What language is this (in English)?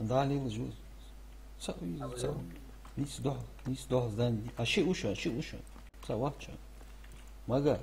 Ingush